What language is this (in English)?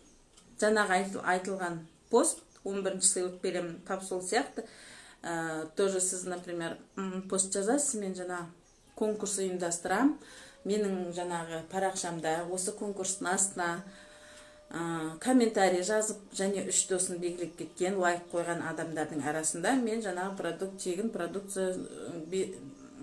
Kazakh